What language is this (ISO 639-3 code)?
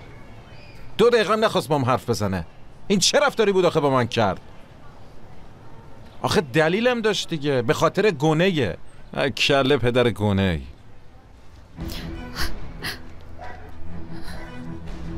fas